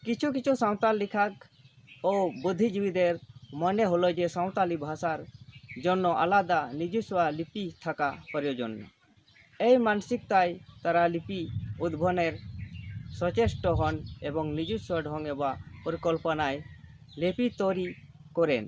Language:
Santali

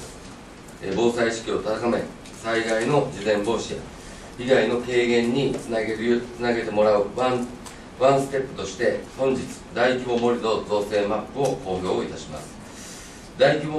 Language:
Japanese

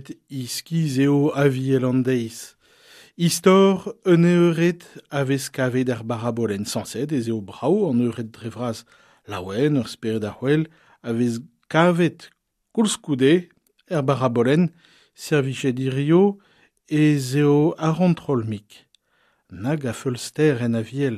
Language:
Breton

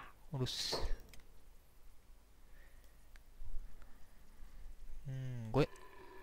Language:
Japanese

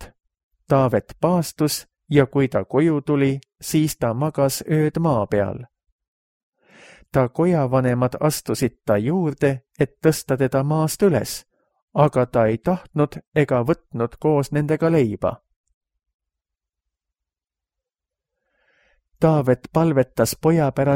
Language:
Estonian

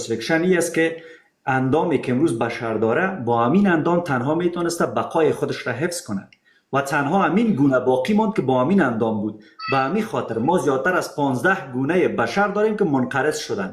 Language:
Persian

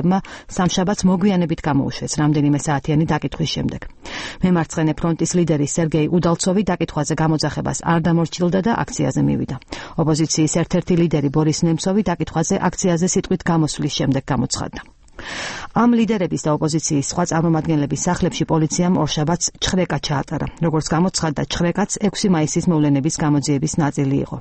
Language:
Georgian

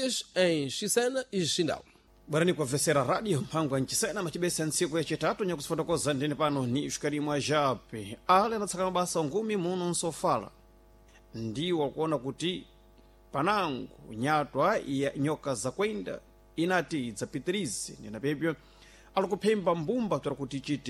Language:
Sena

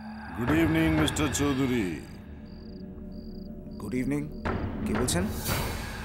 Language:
Bangla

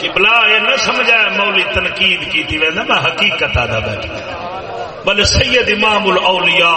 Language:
Saraiki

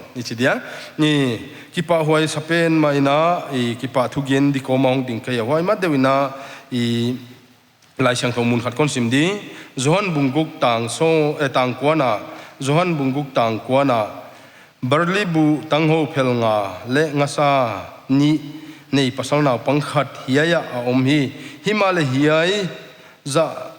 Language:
Paite Chin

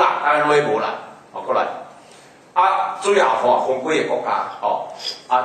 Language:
Min Nan Chinese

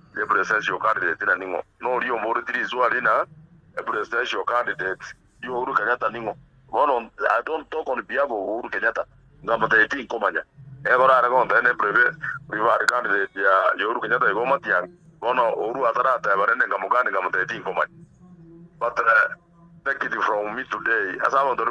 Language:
Gusii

